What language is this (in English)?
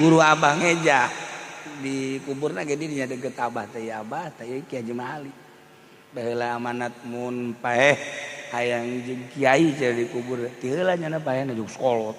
Sundanese